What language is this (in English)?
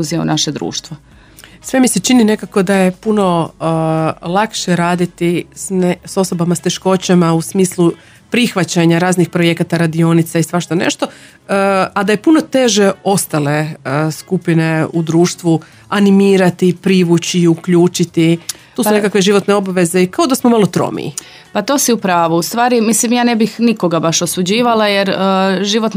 Croatian